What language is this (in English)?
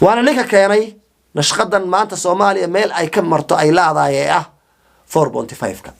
Somali